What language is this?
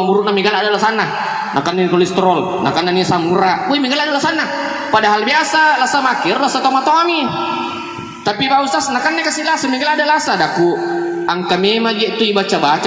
Buginese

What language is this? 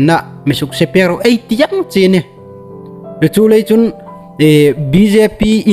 Hmar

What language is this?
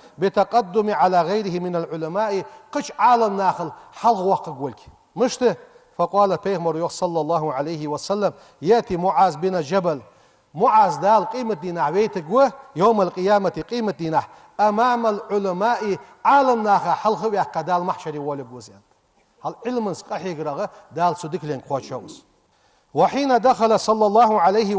Ingush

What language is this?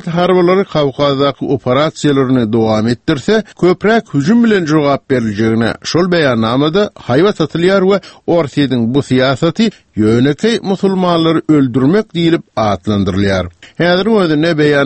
Turkmen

